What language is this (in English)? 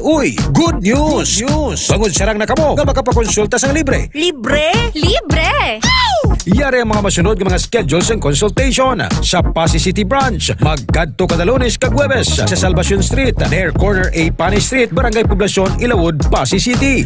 Hiligaynon